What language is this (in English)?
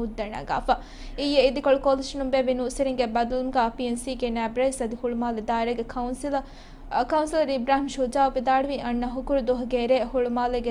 Divehi